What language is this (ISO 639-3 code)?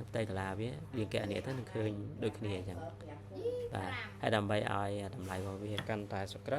khm